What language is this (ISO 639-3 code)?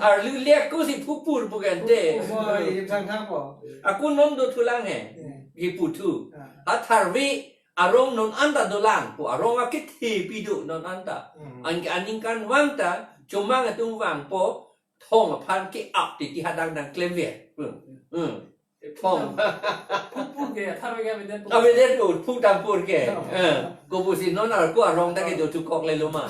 mjw